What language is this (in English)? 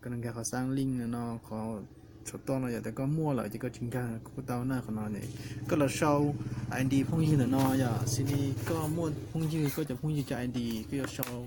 Hmong